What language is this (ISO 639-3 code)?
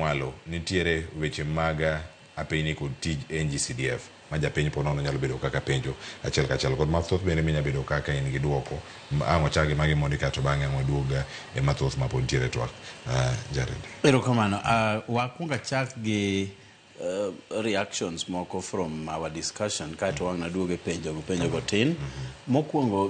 luo